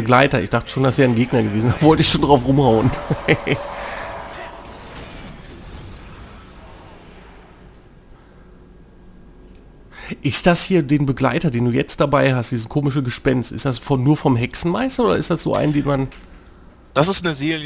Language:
German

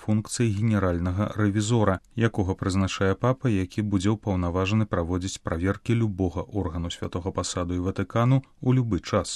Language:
Belarusian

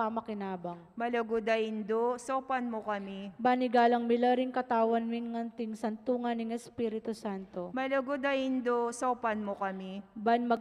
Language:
Pampanga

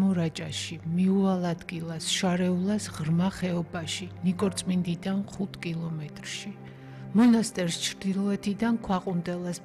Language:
Georgian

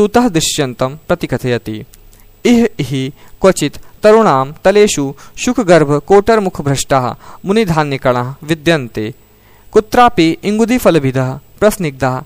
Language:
Sanskrit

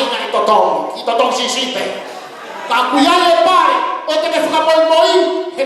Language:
Tongan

